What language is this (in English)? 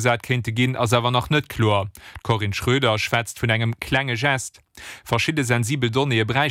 Luxembourgish